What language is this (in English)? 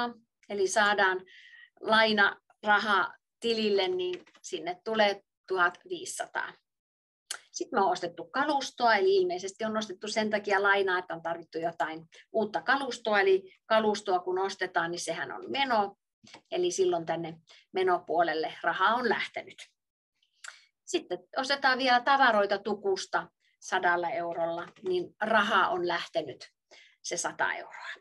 Finnish